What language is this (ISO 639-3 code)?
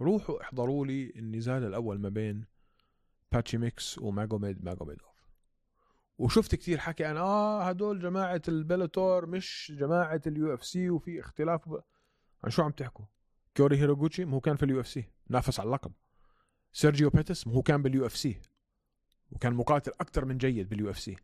apc